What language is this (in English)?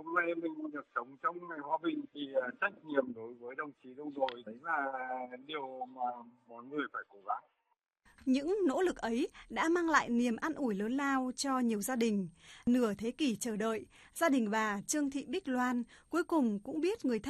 Vietnamese